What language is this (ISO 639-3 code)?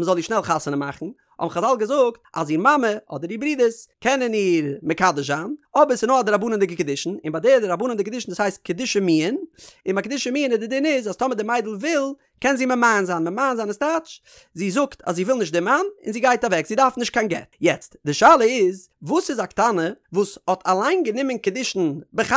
yid